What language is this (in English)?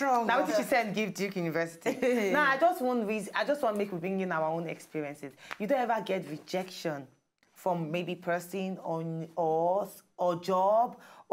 Nigerian Pidgin